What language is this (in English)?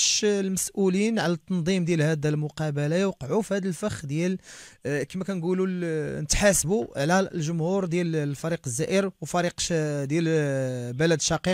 Moroccan Arabic